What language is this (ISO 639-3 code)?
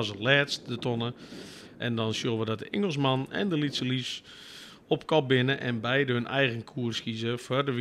fry